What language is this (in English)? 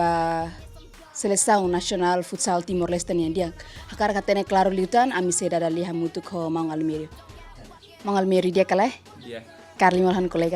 Tetum